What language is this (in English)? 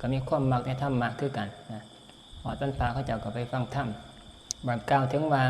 Northeastern Thai